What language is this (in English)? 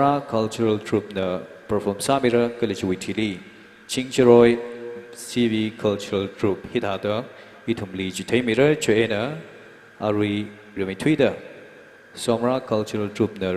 Tangkhul Naga (India)